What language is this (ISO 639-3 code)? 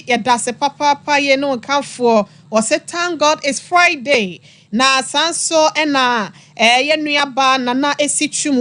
aka